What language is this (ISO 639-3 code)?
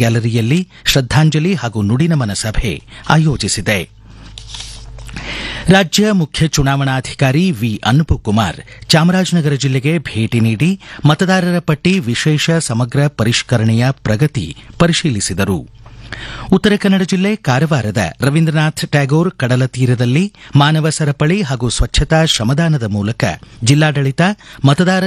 kan